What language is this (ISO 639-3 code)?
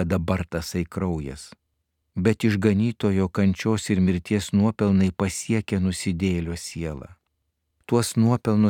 lit